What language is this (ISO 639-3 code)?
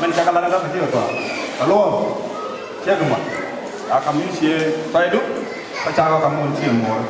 nus